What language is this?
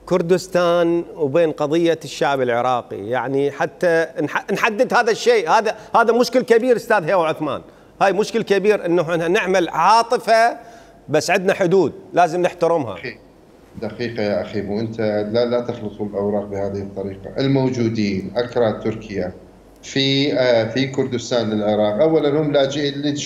Mesopotamian Arabic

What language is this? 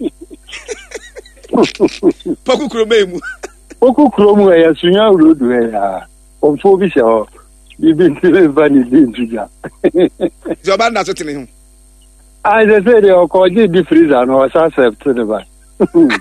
Akan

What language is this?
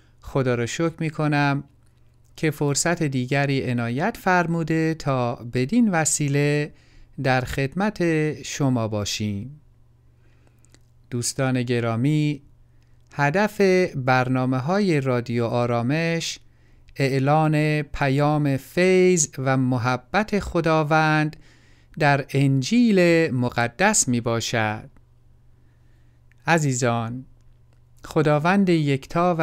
Persian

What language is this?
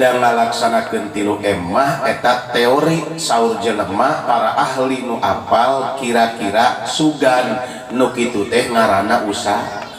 Sundanese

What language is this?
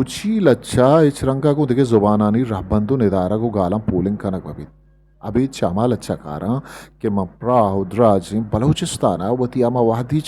Eastern Balochi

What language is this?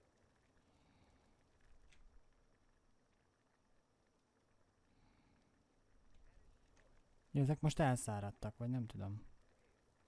Hungarian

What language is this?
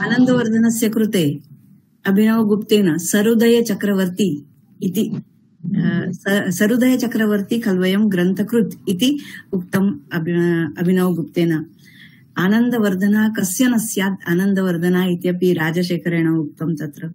Sanskrit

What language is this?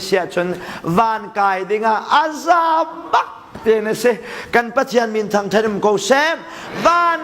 Hakha Chin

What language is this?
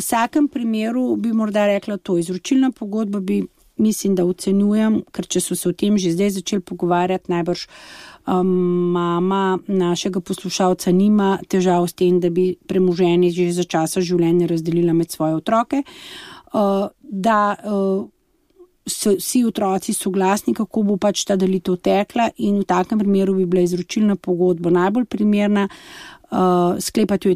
Slovenian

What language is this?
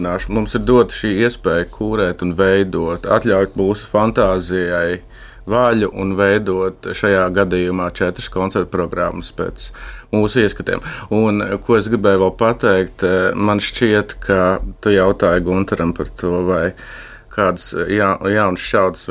Latvian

